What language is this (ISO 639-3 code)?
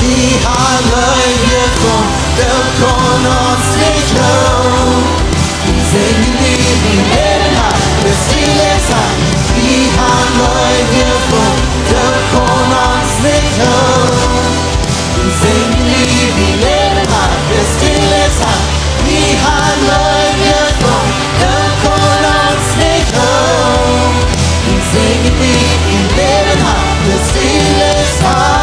pdt